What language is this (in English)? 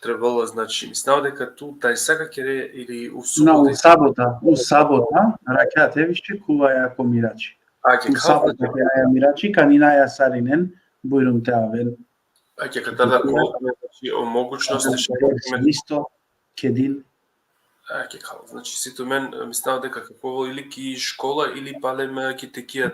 Balkan Romani